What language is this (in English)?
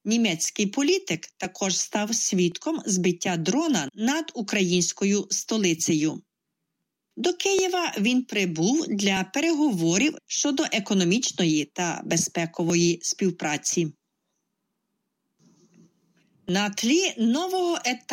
Ukrainian